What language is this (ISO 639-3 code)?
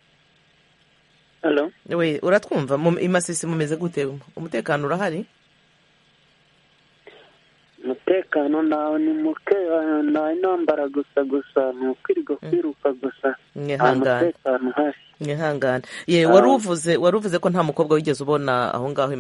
kin